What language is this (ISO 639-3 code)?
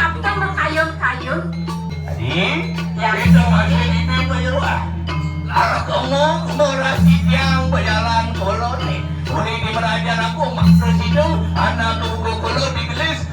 ban